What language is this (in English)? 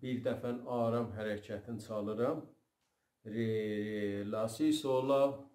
South Azerbaijani